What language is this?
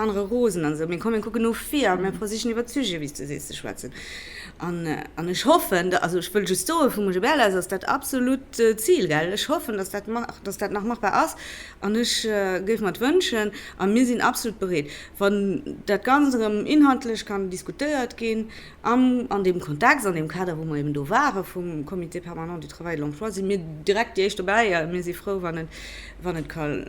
Luxembourgish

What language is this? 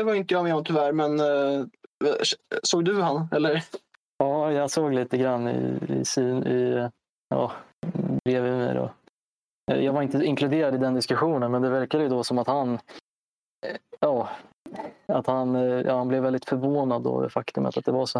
Swedish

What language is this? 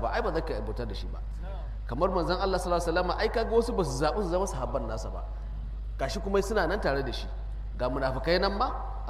Hausa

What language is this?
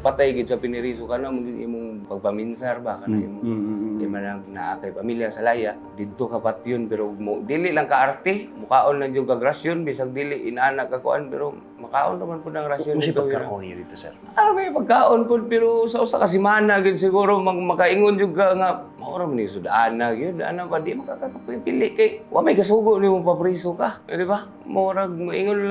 Cebuano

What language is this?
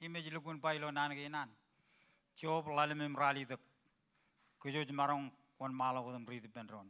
Marshallese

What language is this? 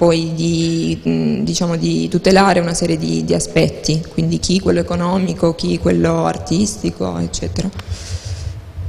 Italian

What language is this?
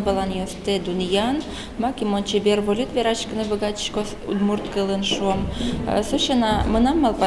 Udmurt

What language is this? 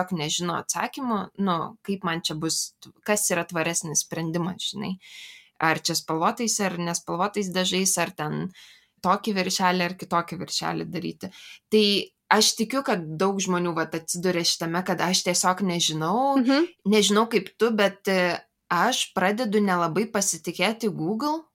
Lithuanian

